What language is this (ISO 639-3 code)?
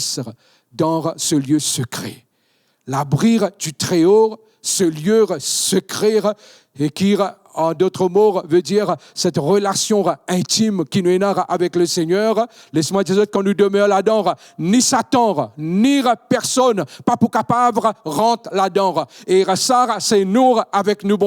mfe